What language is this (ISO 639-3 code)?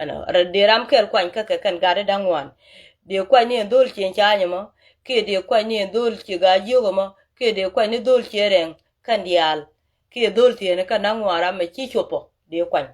nus